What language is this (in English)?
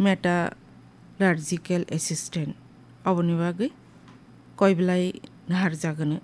Kok Borok